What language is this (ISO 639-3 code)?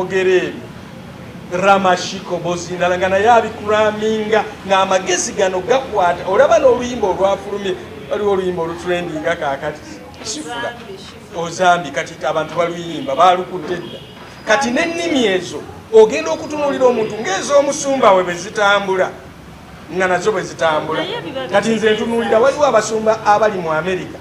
lug